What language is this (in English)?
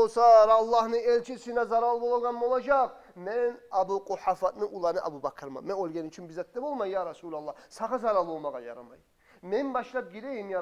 Kumyk